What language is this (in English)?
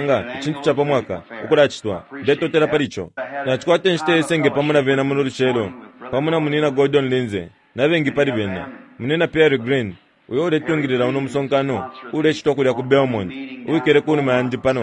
Bemba